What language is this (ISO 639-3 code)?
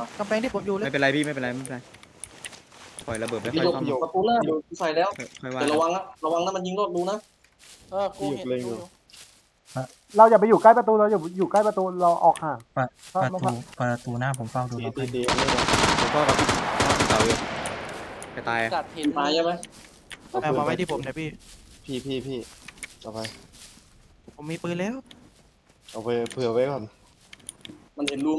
tha